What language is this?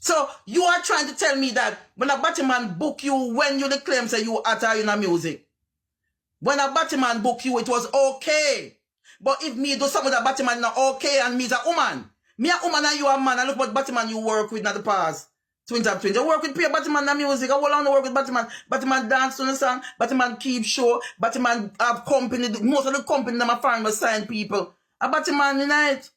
Jamaican Creole English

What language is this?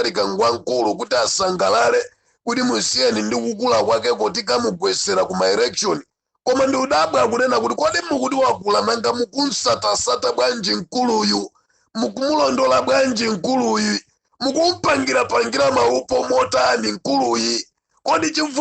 Nyanja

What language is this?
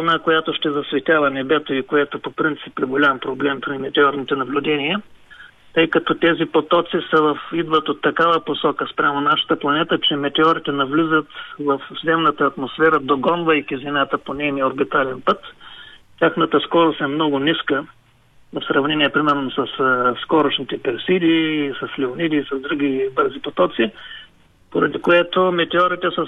Bulgarian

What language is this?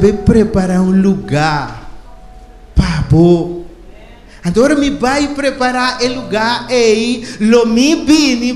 Papiamento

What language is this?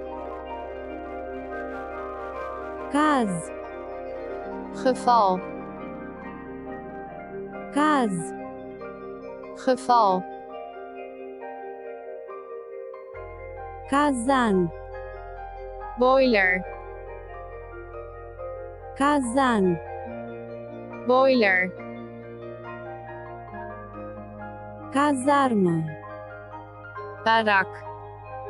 Romanian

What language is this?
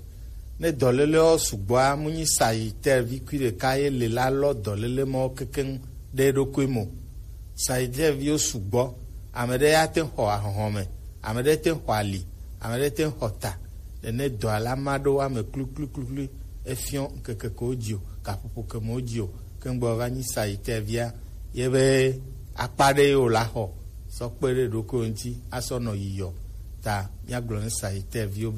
Gen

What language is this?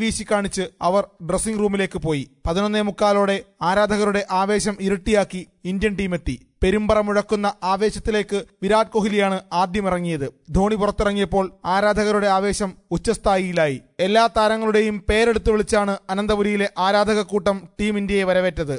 Malayalam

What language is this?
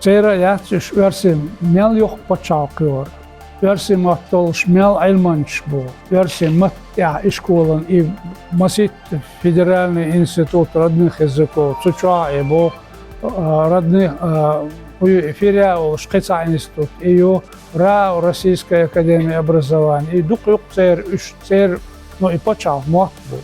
Chechen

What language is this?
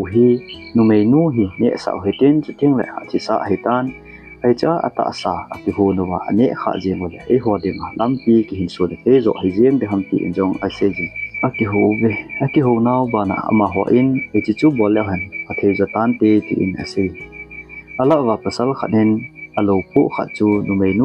Thado Chin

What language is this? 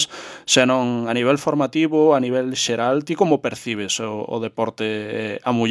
Galician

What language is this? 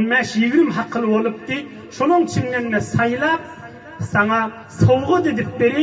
Turkmen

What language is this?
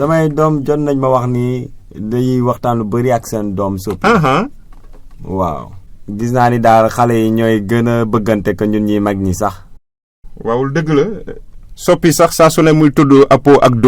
Wolof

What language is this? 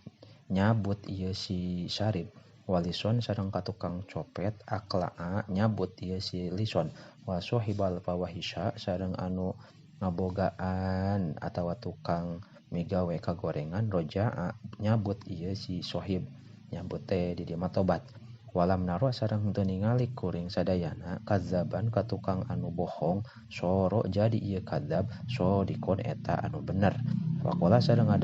Sundanese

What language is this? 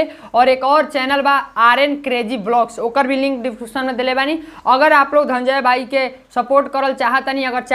Bhojpuri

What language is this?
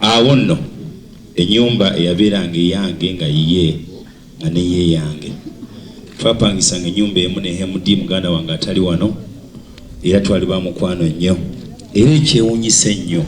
Ganda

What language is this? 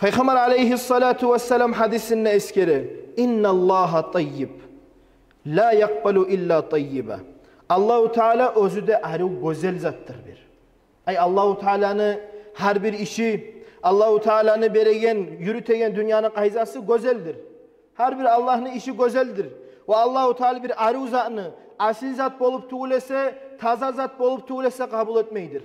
Kumyk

